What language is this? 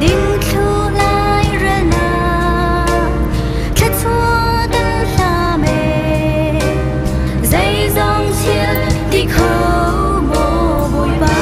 Hakha Chin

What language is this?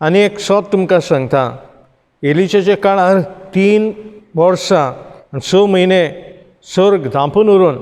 Konkani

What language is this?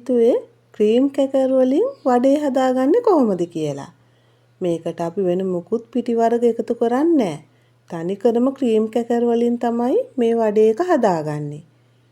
Sinhala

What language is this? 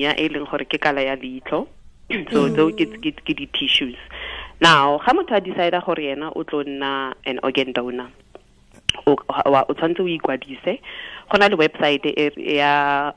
Tswana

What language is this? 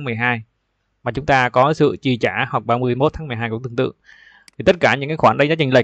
Vietnamese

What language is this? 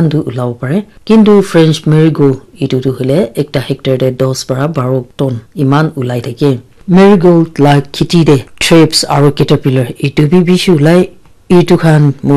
Naga Pidgin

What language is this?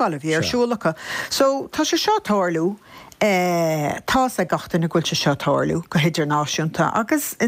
Irish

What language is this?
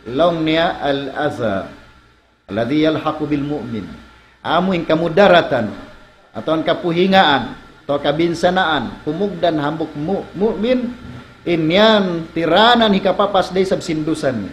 Tausug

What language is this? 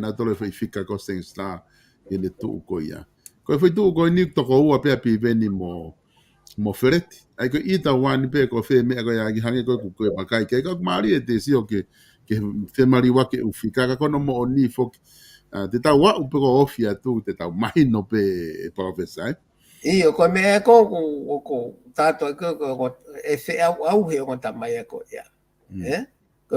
Tongan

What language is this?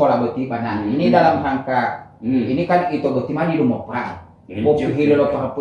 Gorontalo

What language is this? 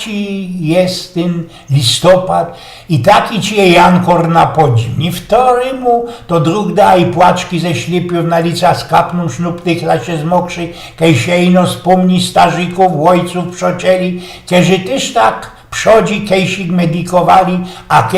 Silesian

